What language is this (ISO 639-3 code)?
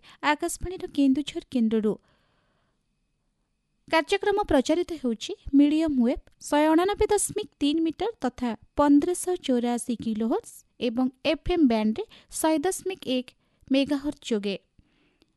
ori